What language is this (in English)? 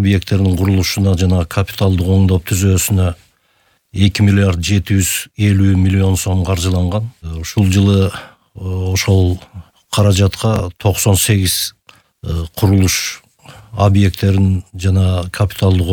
Kyrgyz